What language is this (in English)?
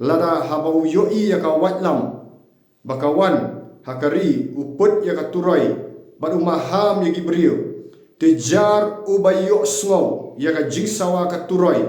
Khasi